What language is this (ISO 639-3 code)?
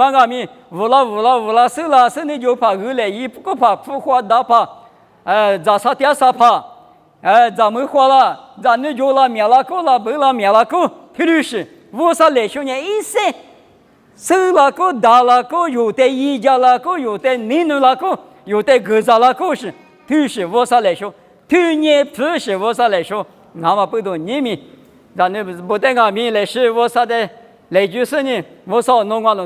lis